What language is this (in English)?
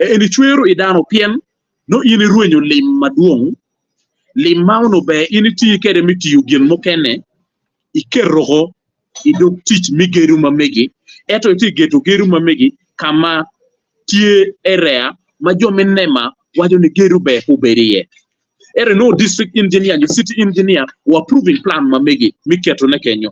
Acoli